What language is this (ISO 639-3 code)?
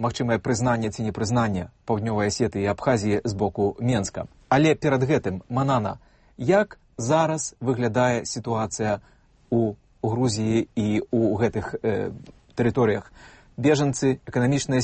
bel